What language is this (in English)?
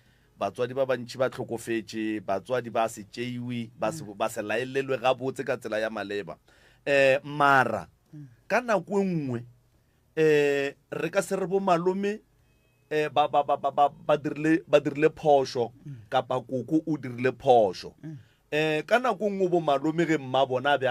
Northern Sotho